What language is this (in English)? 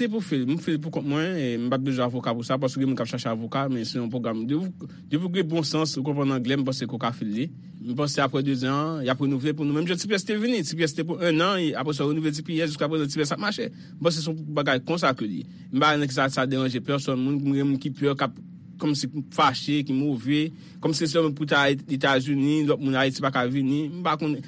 Haitian Creole